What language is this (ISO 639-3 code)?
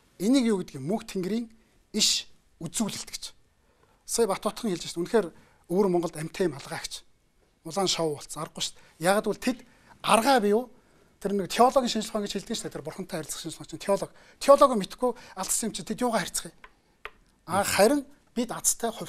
mon